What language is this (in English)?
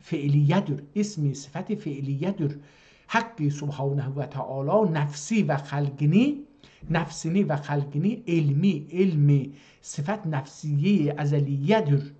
South Azerbaijani